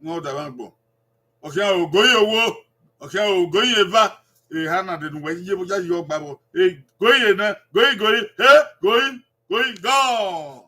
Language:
Bini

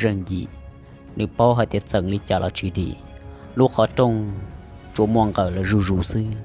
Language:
Hmong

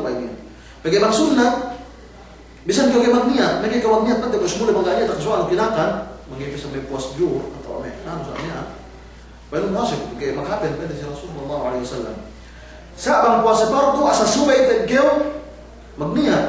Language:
Yakan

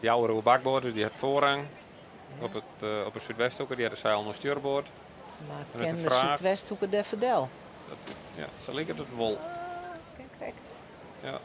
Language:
Western Frisian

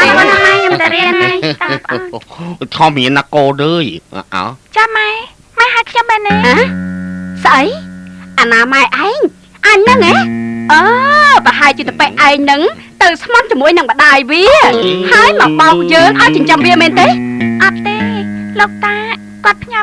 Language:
Khmer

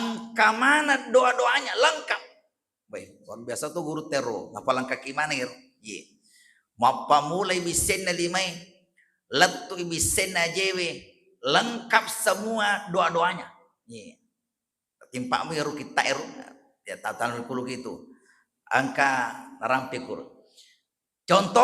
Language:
Buginese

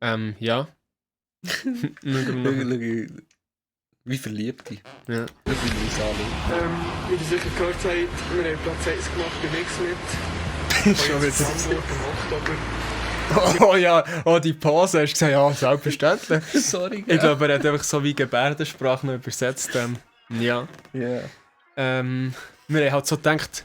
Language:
Swiss German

